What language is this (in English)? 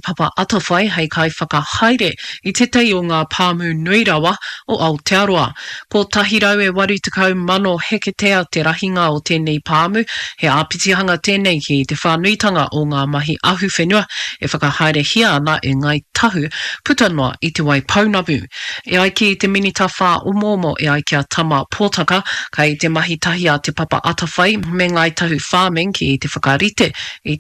Māori